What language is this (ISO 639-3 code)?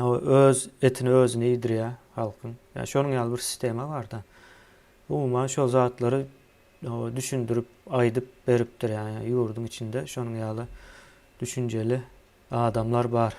tuk